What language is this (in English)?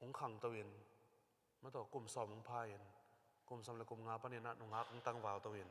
Tedim Chin